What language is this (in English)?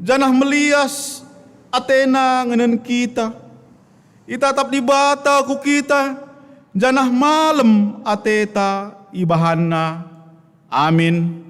Batak Karo